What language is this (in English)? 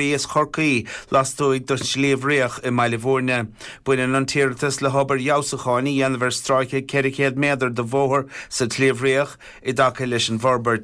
Irish